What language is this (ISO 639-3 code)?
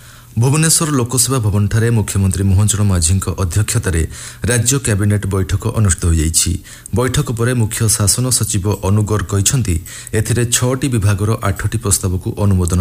ori